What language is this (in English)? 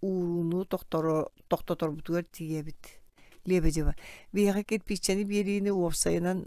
Yakut